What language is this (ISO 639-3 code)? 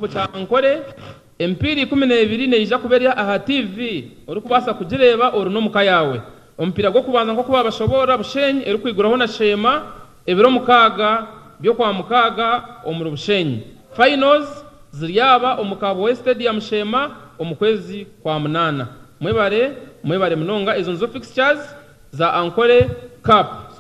nyn